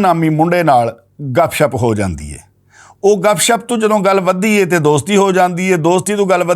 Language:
Western Panjabi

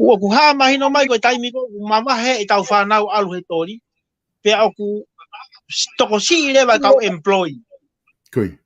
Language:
Tongan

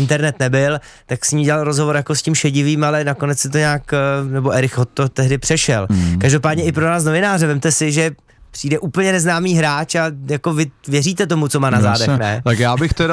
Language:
Czech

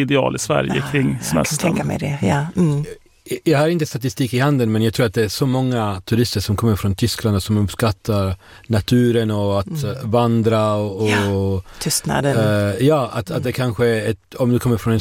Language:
Swedish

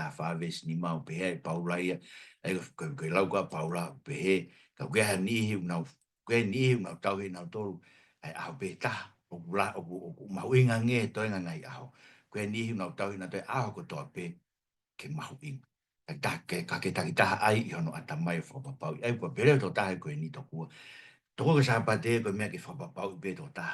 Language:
Tongan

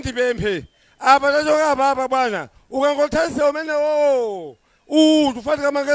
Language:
Nyanja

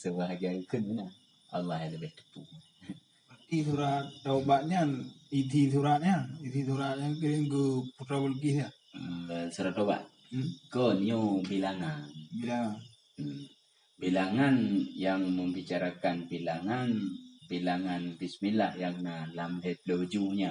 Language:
Achinese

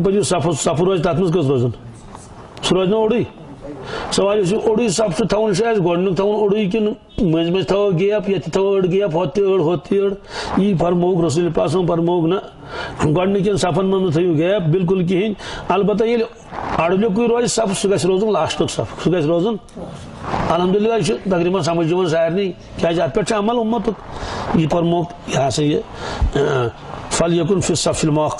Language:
Kashmiri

